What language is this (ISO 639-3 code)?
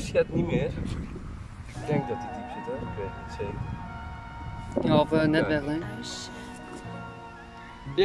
nld